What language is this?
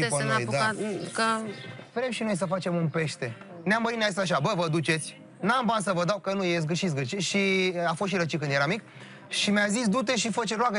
Romanian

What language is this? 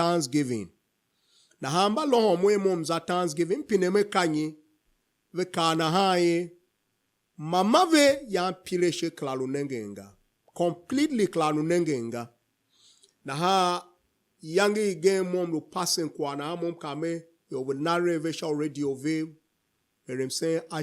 Tiv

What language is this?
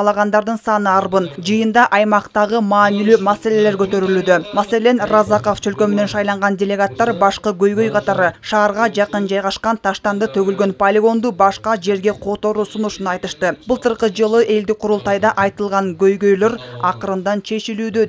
Kyrgyz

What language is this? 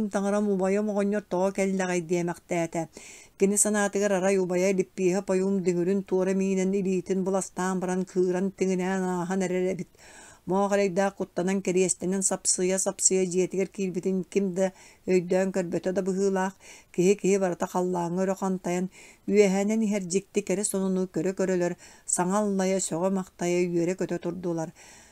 Yakut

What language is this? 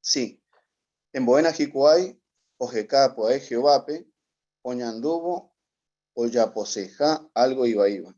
Guarani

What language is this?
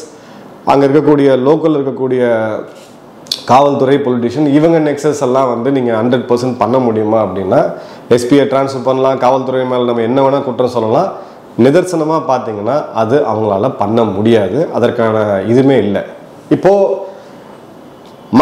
Tamil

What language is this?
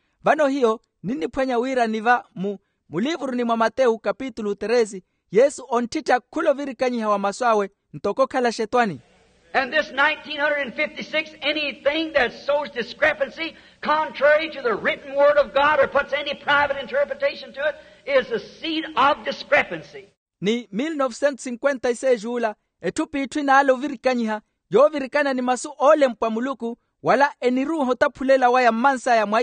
Makhuwa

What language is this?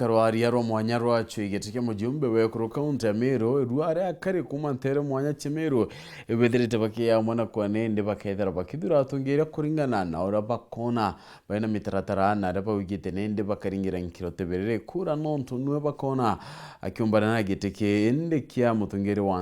Meru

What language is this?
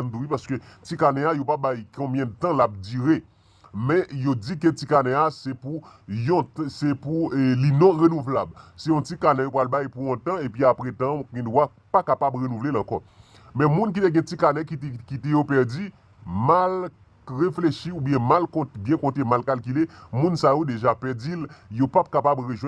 Haitian Creole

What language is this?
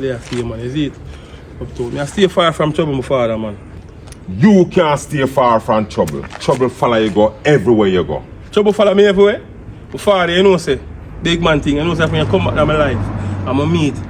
Jamaican Creole English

